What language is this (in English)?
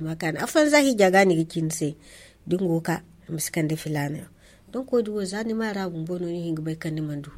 Zarma